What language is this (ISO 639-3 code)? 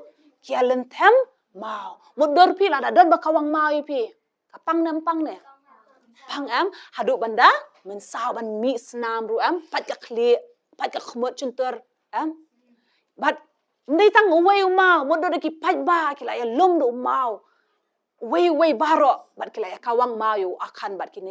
kha